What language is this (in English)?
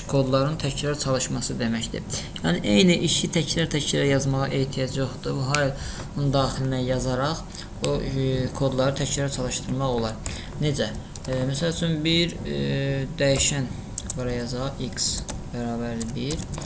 Azerbaijani